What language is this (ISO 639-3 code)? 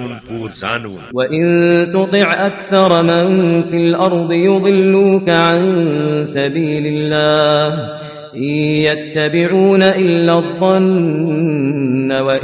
kas